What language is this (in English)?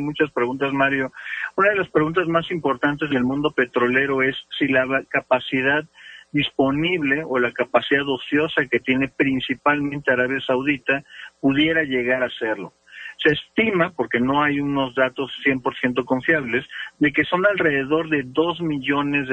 Spanish